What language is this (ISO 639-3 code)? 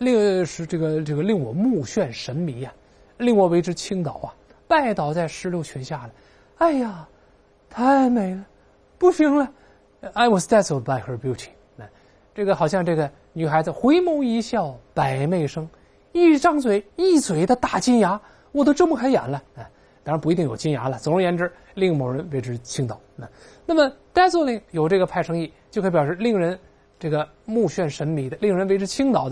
zho